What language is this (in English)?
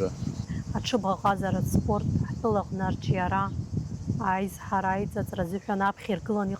Abkhazian